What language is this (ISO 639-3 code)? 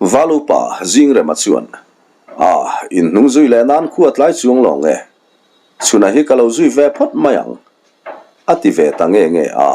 lus